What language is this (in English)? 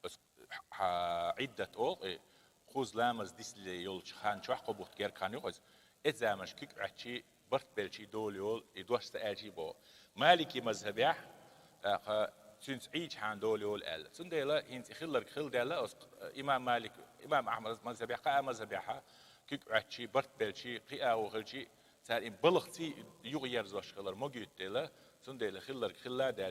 Chechen